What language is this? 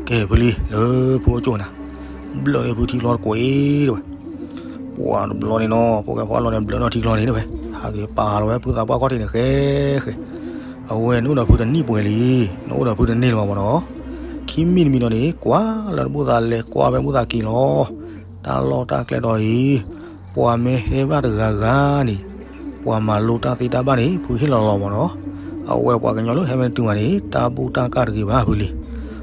S'gaw Karen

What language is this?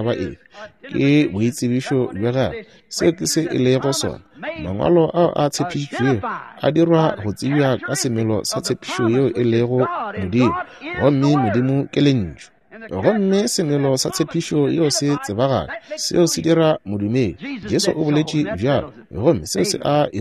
Northern Sotho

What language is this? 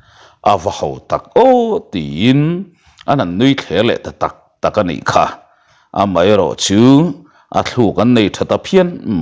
Mizo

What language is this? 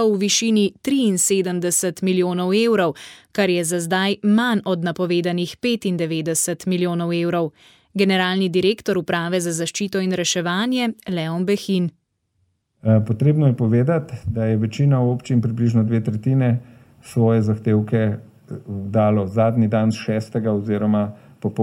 Slovenian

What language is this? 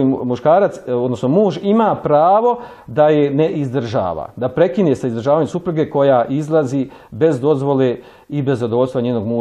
Bosnian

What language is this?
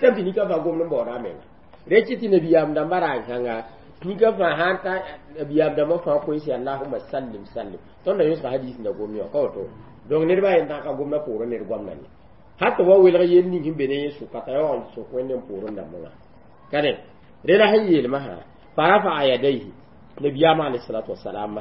Mossi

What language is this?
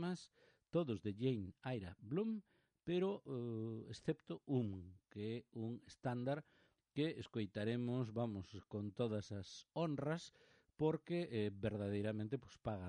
Galician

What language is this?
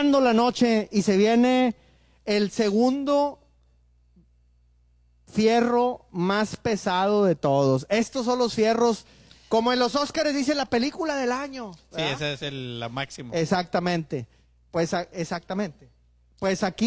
Spanish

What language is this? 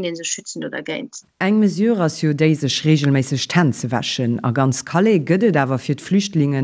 Luxembourgish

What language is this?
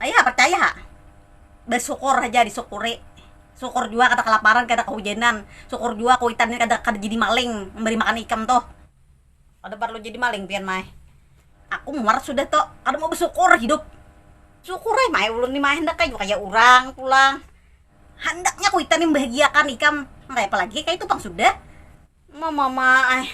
Banjar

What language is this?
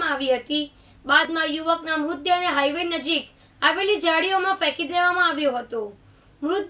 Gujarati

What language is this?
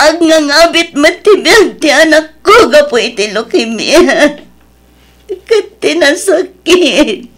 Iloko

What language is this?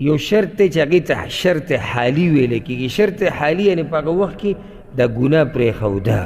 Pashto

